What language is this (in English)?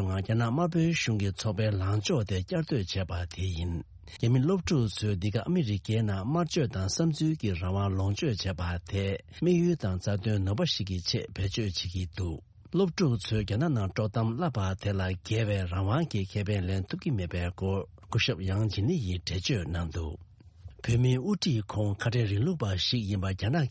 Tibetan